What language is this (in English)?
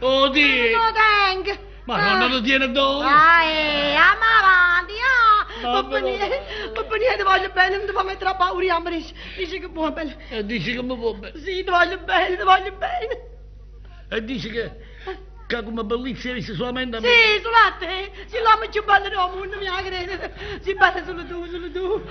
Neapolitan